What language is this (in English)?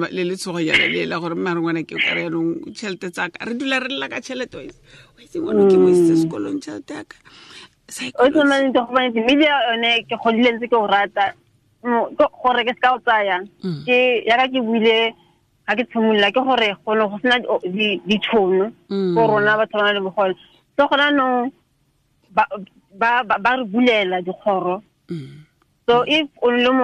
Tswana